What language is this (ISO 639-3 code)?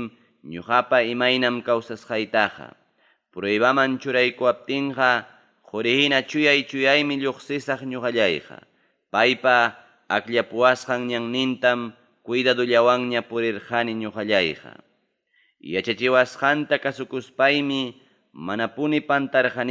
quy